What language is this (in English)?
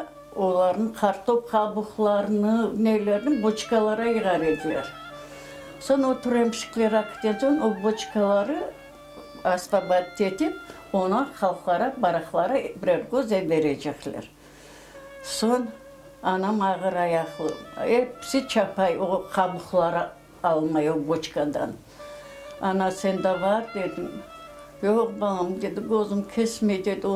Crimean Tatar